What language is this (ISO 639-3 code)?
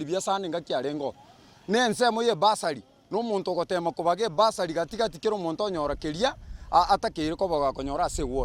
guz